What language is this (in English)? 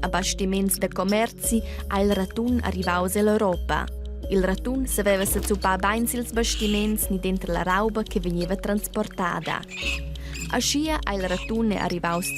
Romansh